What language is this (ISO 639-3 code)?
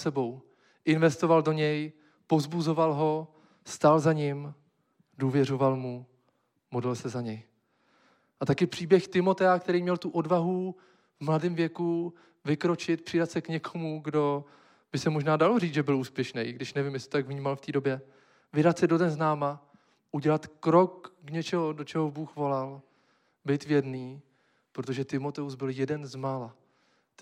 ces